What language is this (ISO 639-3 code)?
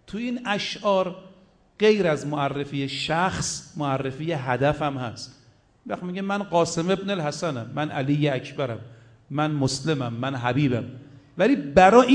fas